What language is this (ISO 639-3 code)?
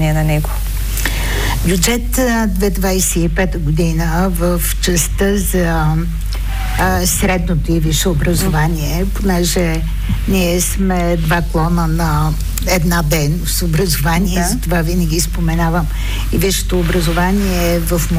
bul